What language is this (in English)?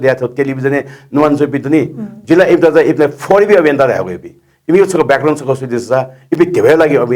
Newari